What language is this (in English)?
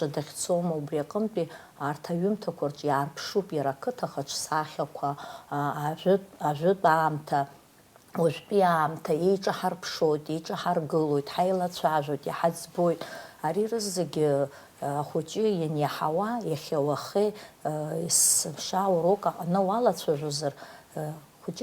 Abkhazian